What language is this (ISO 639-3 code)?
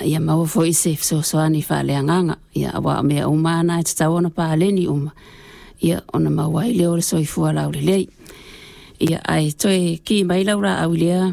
smo